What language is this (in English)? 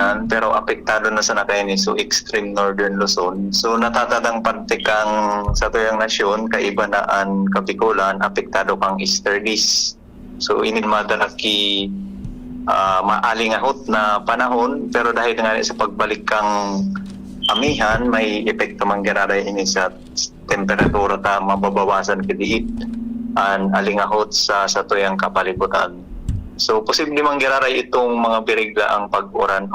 Bikol